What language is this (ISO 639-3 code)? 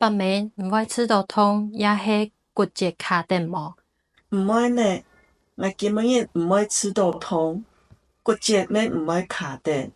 hak